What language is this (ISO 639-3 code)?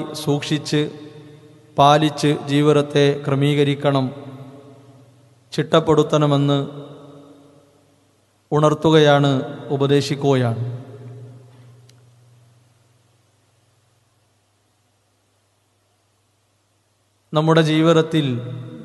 mal